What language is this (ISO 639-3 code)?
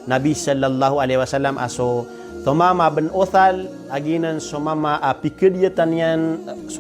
mrw